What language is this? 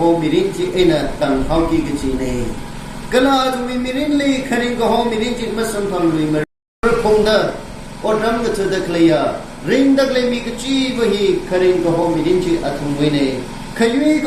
Tangkhul Naga (India)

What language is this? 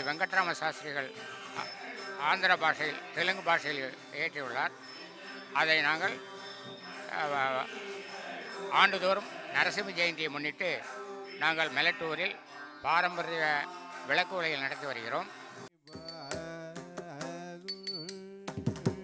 Tamil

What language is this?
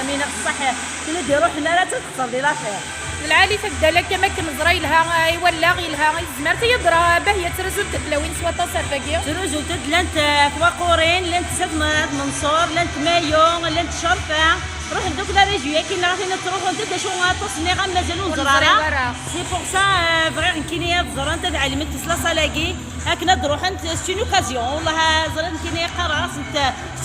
Kabyle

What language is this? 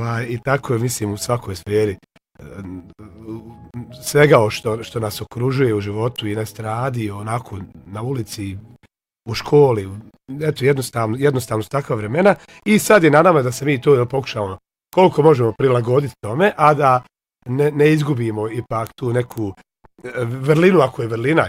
Bosnian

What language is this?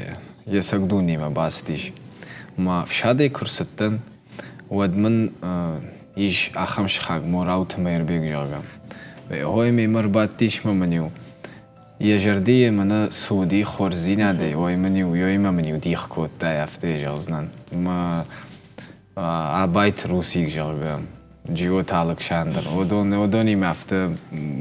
Ossetic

